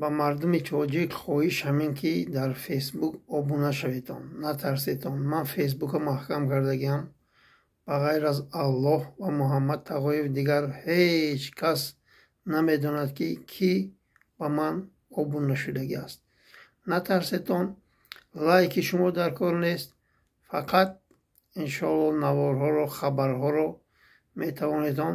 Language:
Tajik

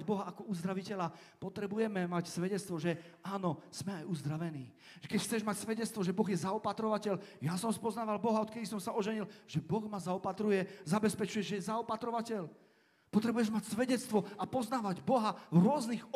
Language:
Slovak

